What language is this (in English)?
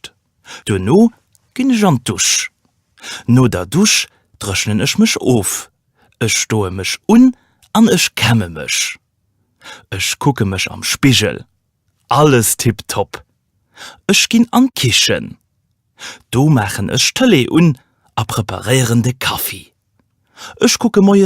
Luxembourgish